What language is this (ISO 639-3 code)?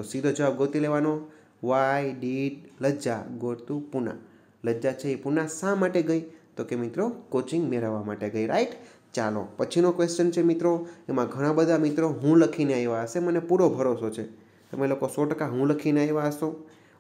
guj